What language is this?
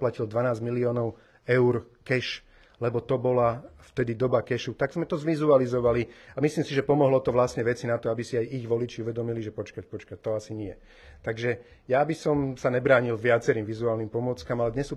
Slovak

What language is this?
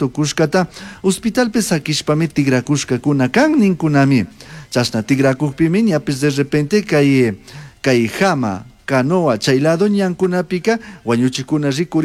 Chimborazo Highland Quichua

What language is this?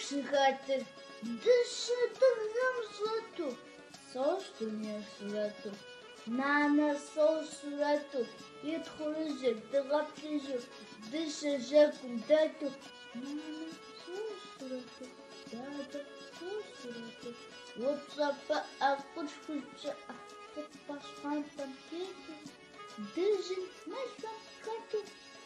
Kabardian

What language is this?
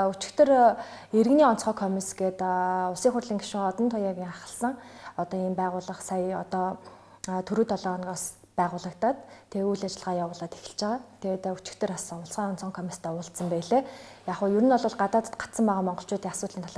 Mongolian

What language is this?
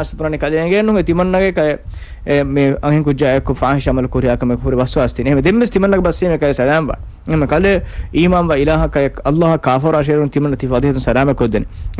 Divehi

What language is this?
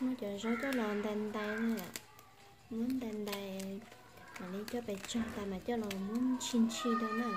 Hmong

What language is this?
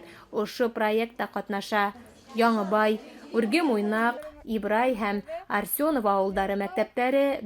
Bashkir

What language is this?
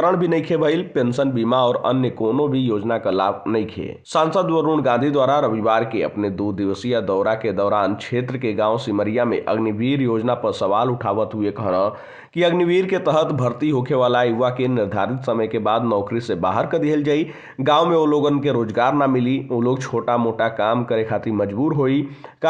Bhojpuri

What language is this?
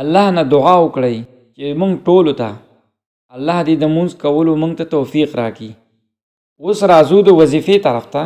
Pashto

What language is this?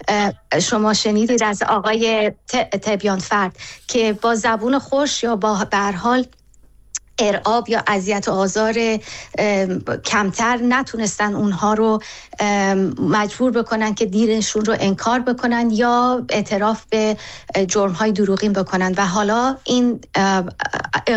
Persian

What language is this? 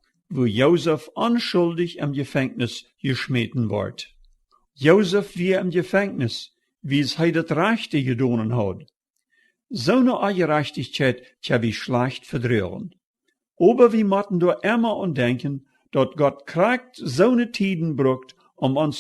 Plautdietsch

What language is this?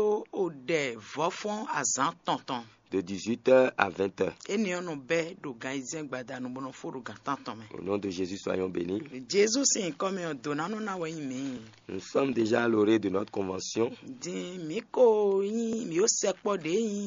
Fon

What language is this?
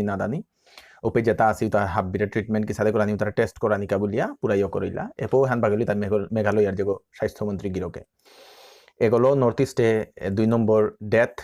Bishnupriya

